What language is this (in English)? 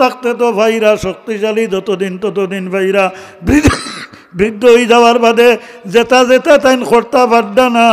Sylheti